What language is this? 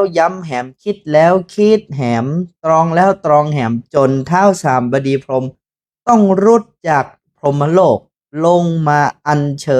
Northern Thai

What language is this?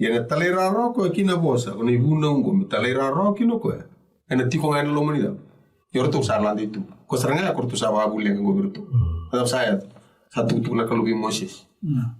Fijian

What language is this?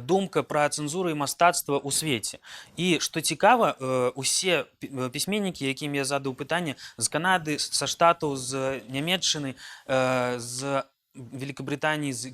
Belarusian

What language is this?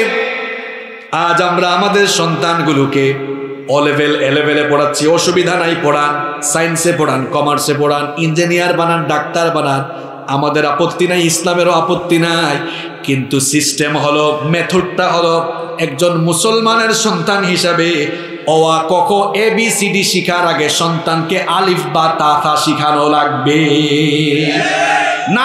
Bangla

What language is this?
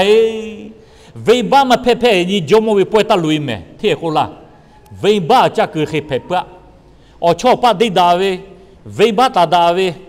Lahu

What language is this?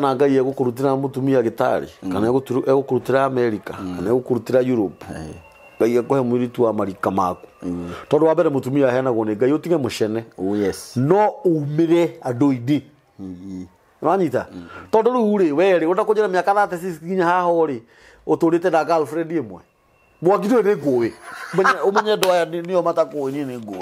Kikuyu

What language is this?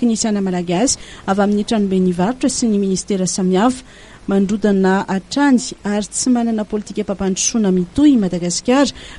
Malagasy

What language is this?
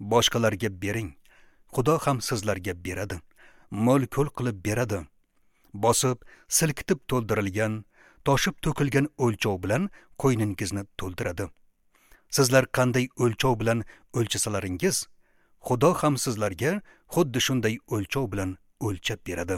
Uzbek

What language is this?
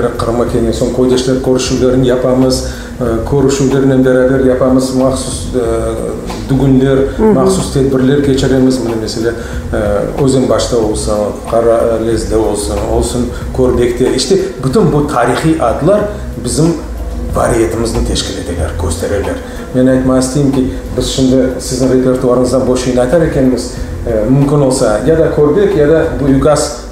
Crimean Tatar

